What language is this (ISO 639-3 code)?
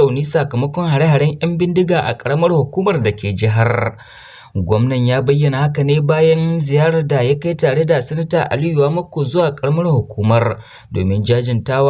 hau